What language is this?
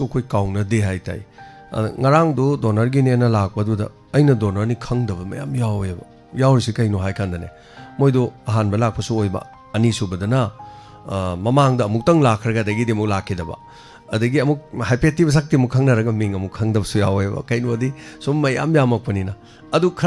Manipuri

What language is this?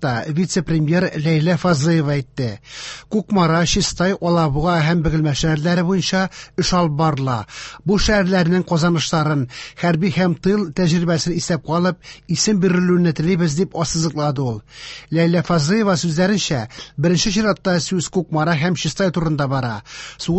Tatar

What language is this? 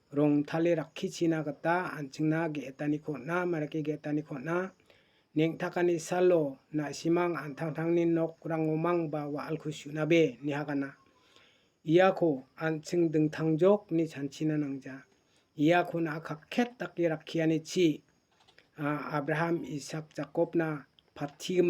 Garo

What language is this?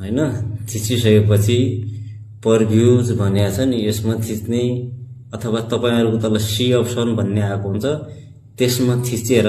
Nepali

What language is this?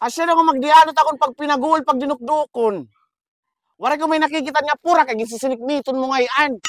Waray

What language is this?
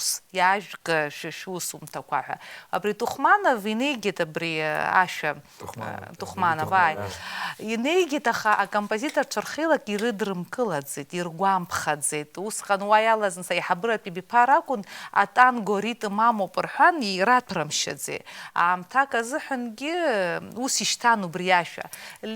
Abkhazian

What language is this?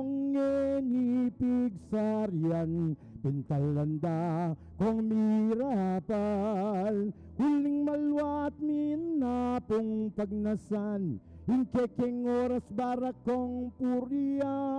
Pampanga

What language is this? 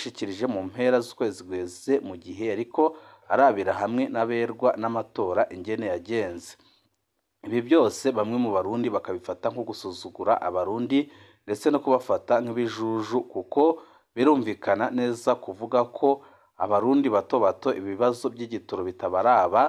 Rundi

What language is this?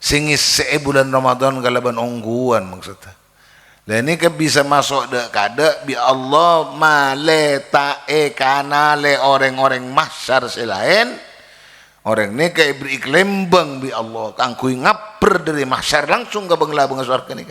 Madurese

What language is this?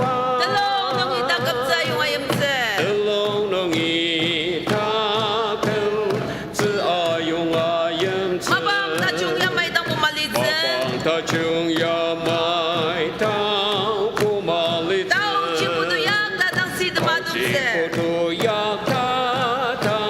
Ao Naga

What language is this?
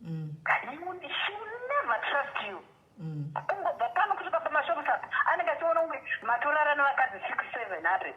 Shona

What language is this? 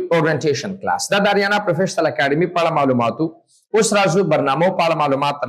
Pashto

